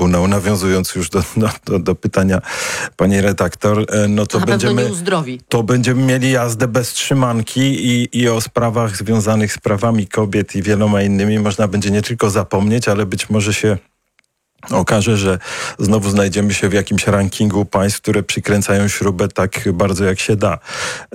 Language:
Polish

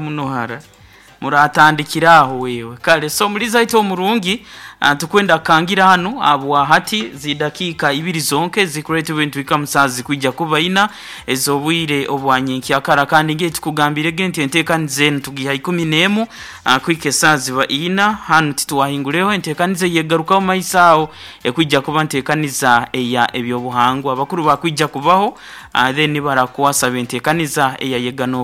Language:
Nyoro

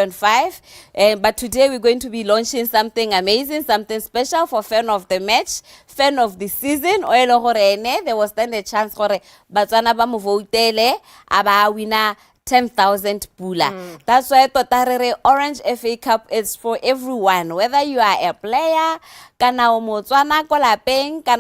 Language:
Tswana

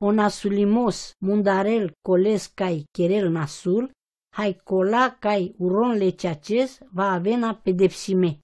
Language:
Romany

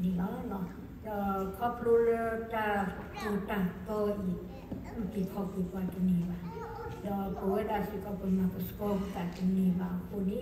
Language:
S'gaw Karen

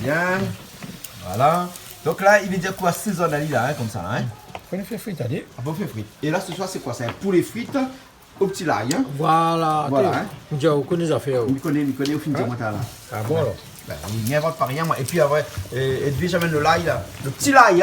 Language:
Réunion Creole French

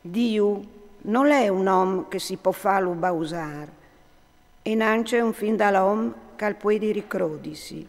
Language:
Friulian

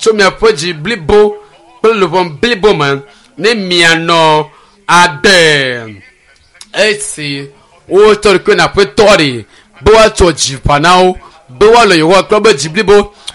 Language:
Ewe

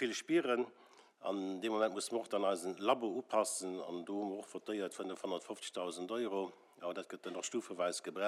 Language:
Luxembourgish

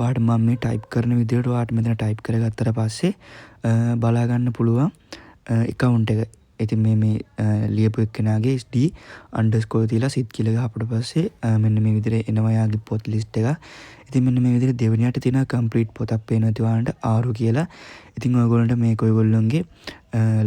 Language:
Sinhala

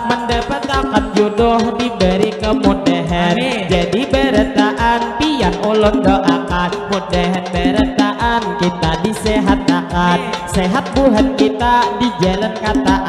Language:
Banjar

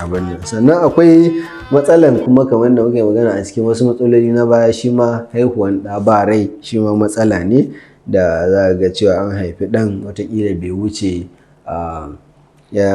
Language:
Hausa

